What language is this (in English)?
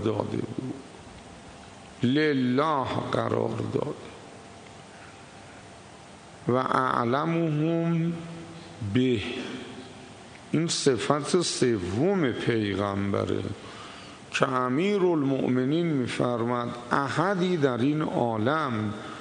Persian